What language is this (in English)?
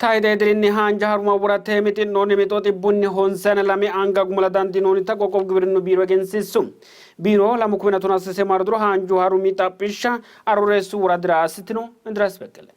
Sidamo